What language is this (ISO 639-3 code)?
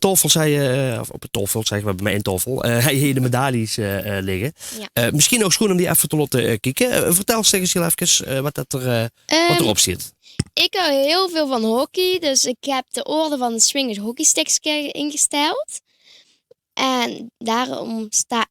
lim